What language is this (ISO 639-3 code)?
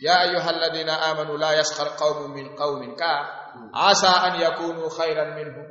ful